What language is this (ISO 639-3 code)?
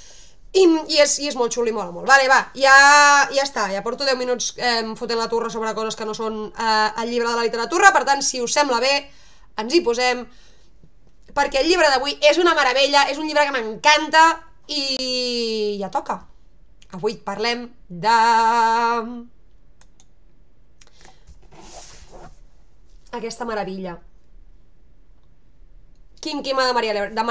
cat